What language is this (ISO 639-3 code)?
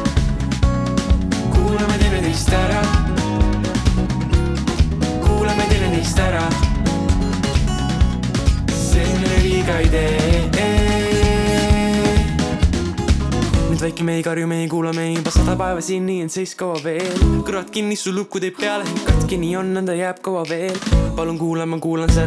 est